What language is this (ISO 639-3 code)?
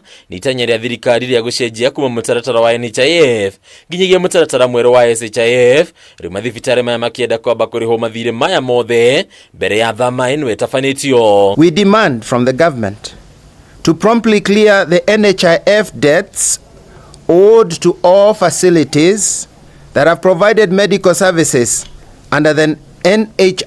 kik